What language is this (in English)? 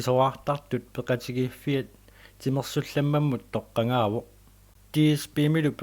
Kalaallisut